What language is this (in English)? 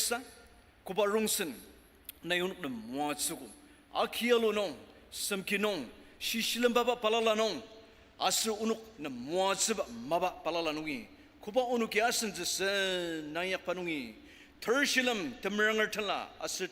Ao Naga